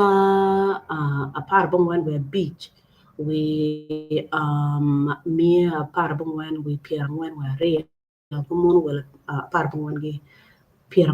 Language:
Acoli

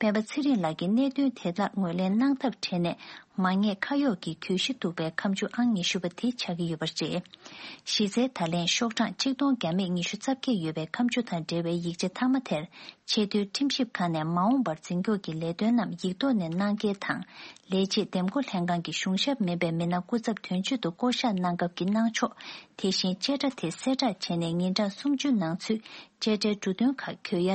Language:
Tibetan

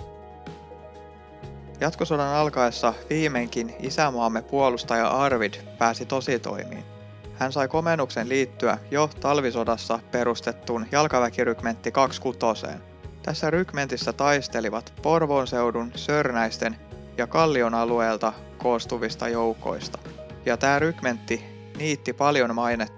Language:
Finnish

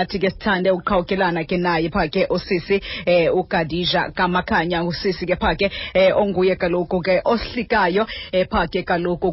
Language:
Xhosa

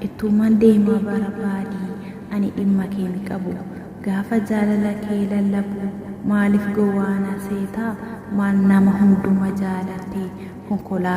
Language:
Oromo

